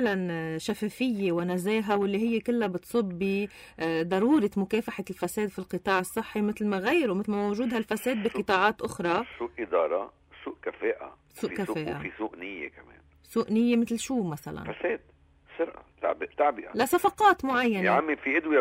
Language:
North Levantine Arabic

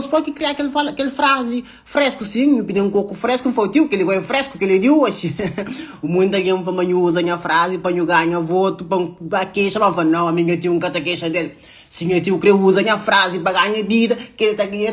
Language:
Kabuverdianu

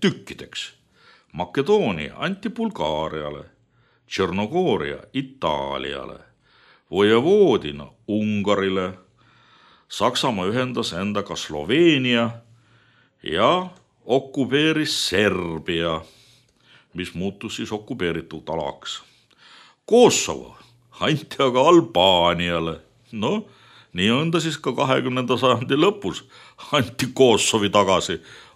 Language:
Estonian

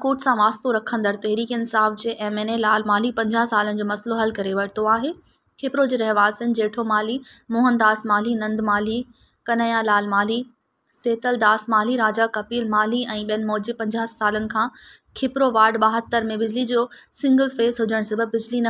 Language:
Sindhi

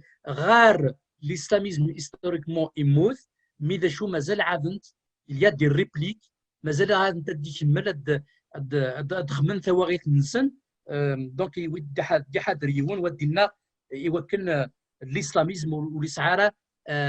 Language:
Kabyle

